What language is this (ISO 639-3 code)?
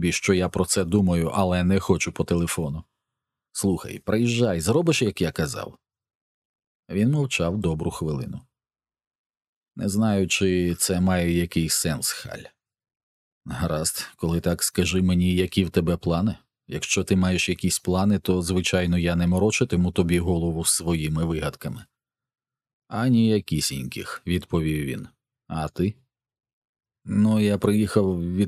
ukr